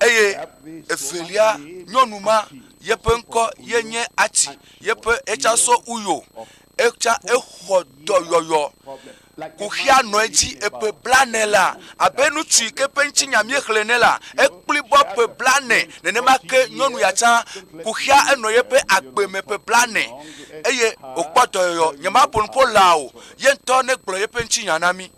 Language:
Ewe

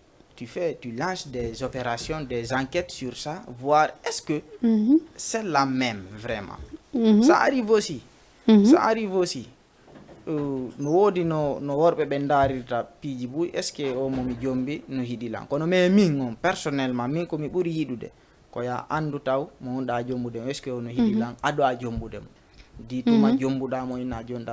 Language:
Fula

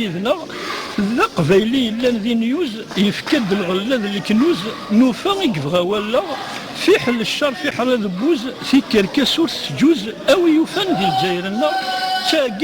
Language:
Kabyle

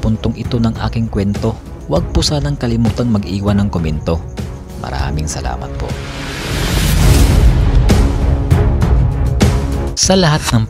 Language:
Filipino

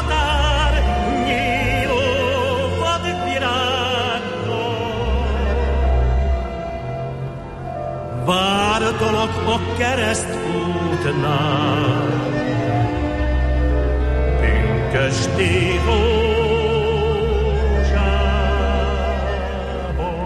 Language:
Hungarian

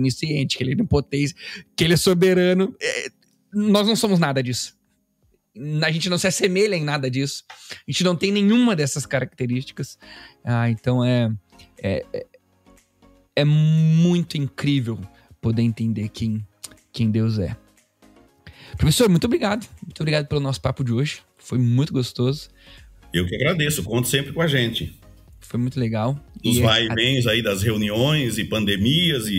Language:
Portuguese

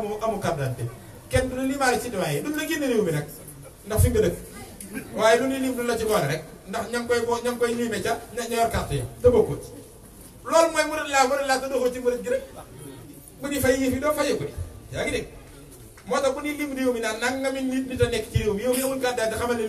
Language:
Wolof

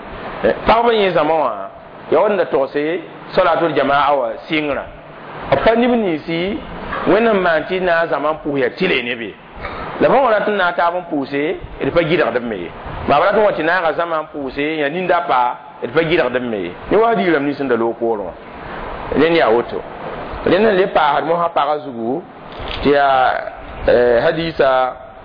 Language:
Mossi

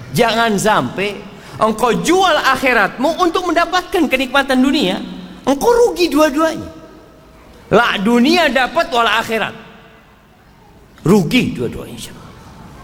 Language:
Indonesian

